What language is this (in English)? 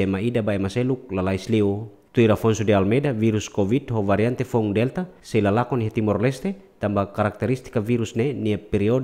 Tetum